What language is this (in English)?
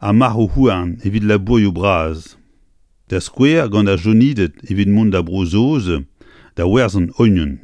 Breton